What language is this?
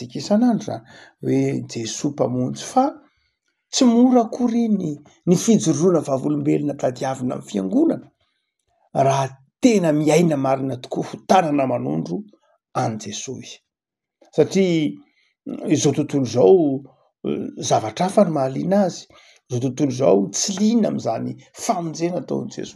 Malagasy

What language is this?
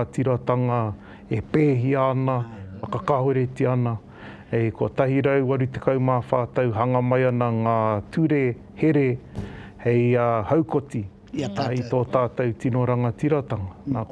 Māori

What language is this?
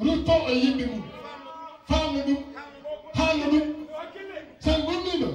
Fula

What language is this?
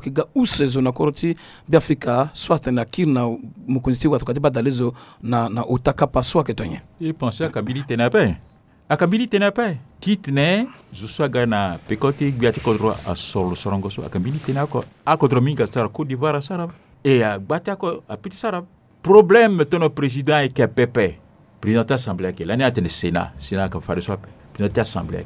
Sango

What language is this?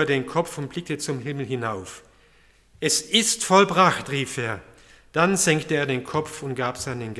German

